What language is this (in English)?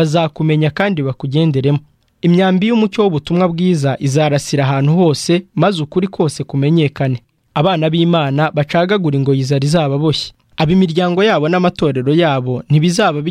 Kinyarwanda